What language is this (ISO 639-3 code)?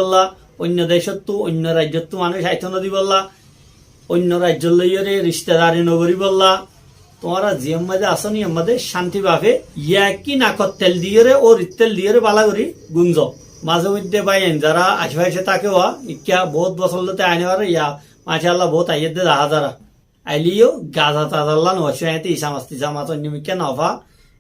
rhg